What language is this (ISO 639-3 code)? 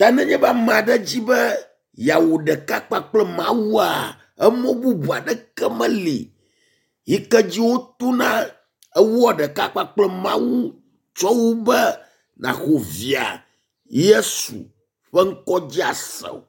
ewe